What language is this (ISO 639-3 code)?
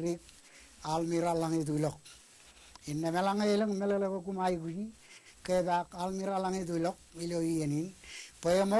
mah